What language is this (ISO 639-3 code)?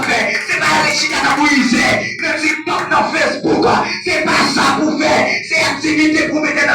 hat